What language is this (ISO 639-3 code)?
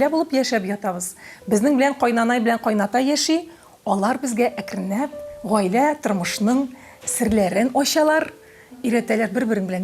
tat